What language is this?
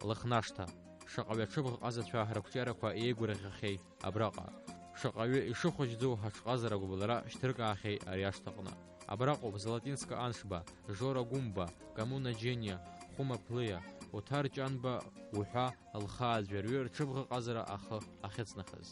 Abkhazian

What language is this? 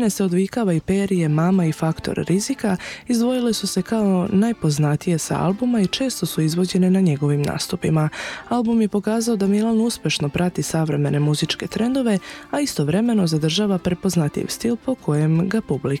Serbian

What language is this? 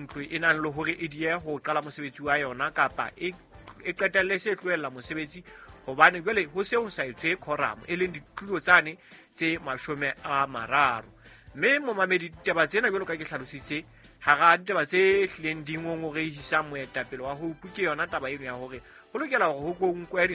Southern Sotho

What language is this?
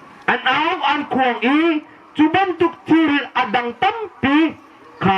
Hakha Chin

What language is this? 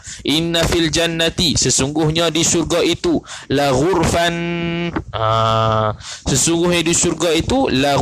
Malay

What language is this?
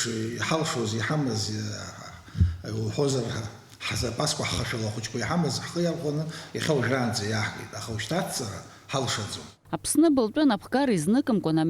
Abkhazian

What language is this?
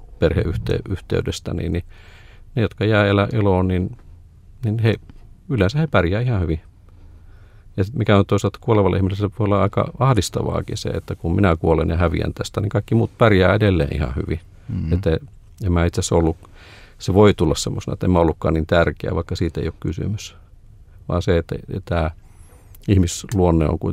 Finnish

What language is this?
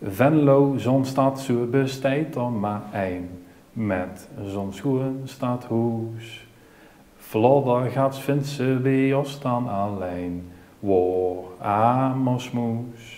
Limburgish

